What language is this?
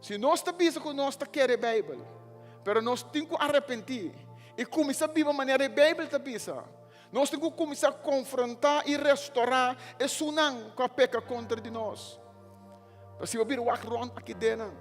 Papiamento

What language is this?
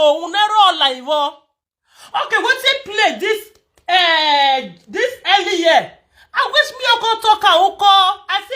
Nigerian Pidgin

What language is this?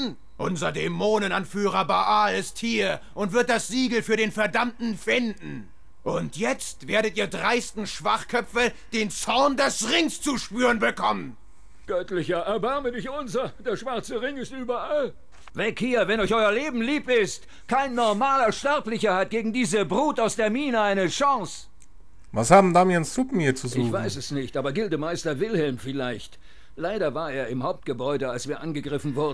Swiss German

